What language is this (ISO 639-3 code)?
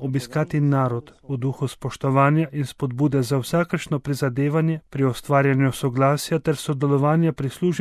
slv